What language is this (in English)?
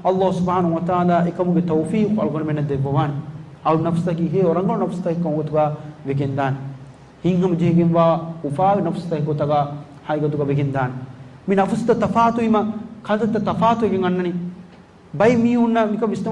Divehi